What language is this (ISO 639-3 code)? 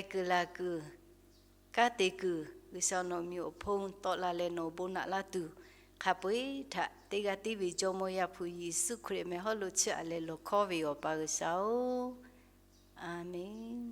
lhu